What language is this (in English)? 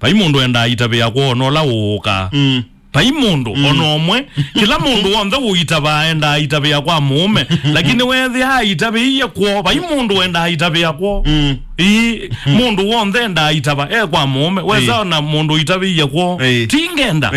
Kamba